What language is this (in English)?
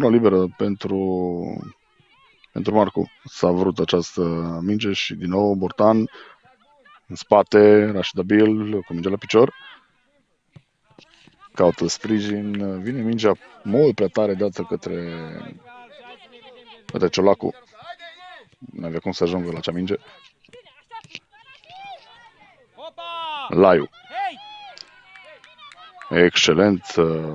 Romanian